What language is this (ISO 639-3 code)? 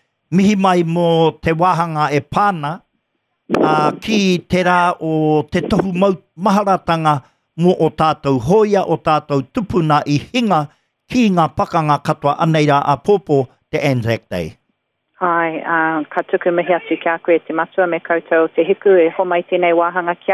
mri